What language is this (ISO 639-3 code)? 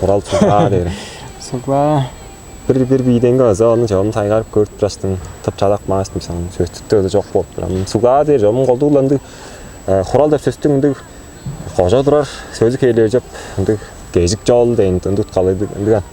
tyv